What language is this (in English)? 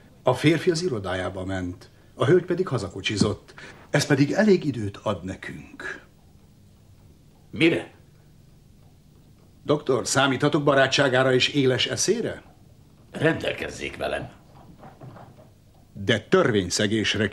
Hungarian